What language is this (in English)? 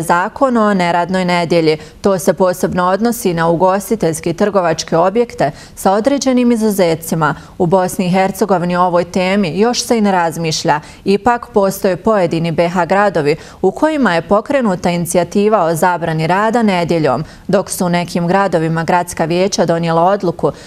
Bosnian